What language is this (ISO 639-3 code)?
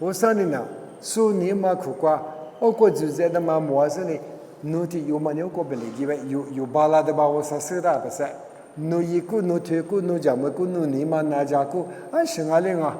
lis